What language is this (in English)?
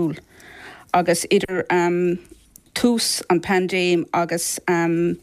Irish